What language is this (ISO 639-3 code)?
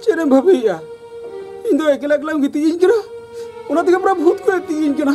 sat